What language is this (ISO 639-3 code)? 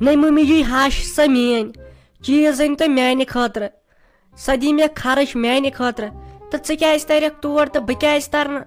kas